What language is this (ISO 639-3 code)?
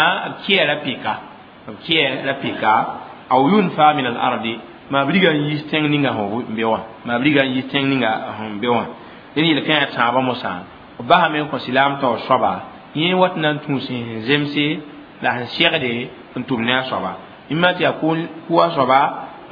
mos